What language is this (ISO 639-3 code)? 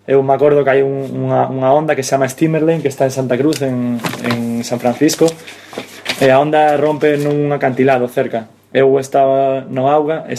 glg